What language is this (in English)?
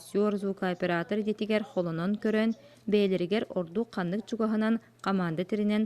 Yakut